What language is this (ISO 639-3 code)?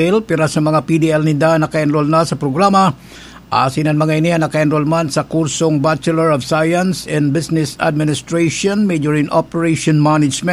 bik